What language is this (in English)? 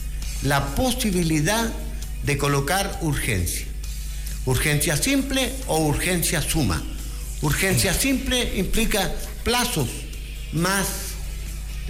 Spanish